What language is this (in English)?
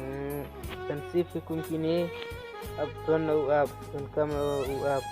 Khasi